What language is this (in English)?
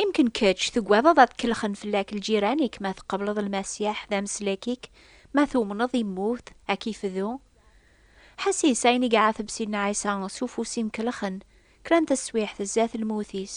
Kabyle